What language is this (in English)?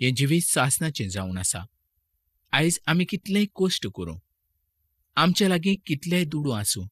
Konkani